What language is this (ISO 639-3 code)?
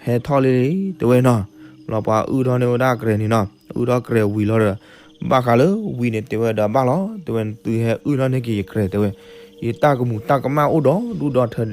ksw